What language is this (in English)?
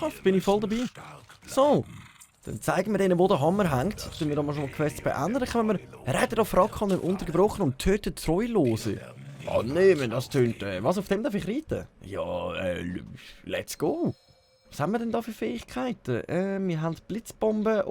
Swiss German